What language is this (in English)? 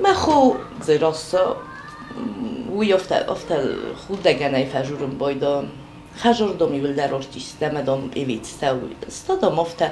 Ossetic